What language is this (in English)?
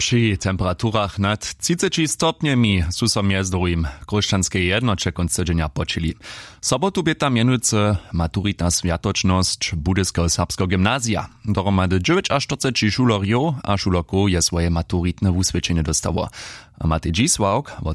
Upper Sorbian